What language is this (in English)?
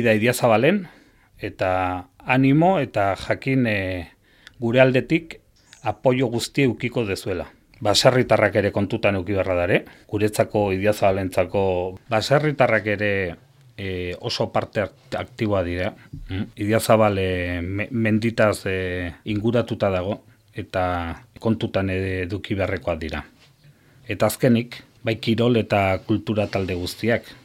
Basque